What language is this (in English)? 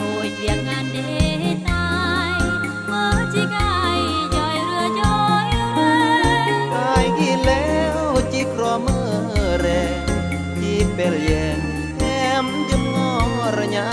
Khmu